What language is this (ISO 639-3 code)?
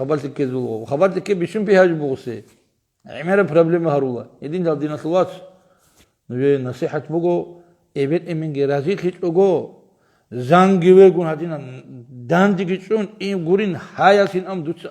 ava